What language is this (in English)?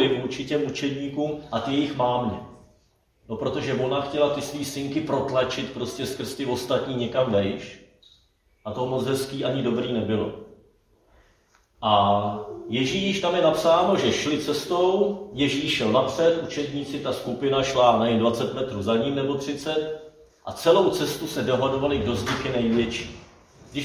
Czech